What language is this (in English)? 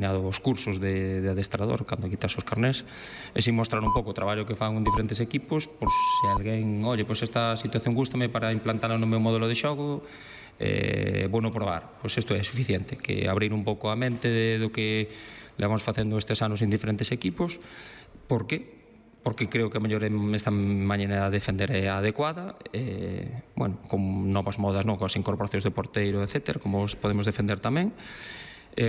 Galician